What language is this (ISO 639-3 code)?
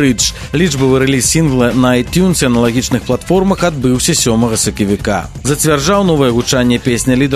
bel